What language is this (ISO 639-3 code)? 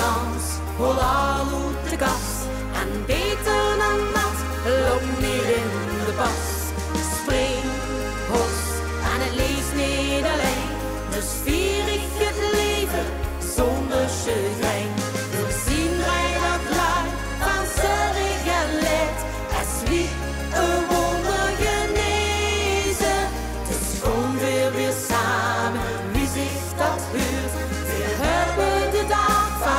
lim